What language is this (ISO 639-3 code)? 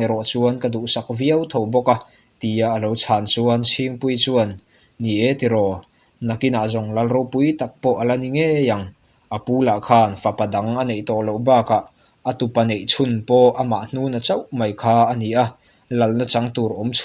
lus